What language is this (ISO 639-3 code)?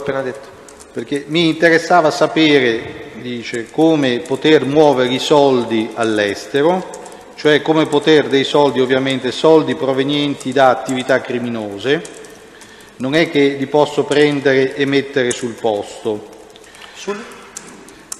ita